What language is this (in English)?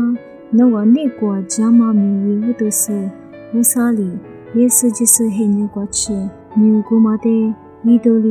Lisu